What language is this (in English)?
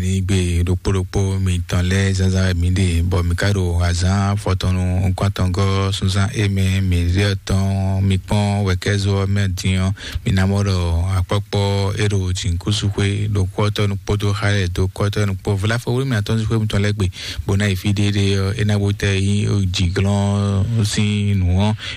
Fon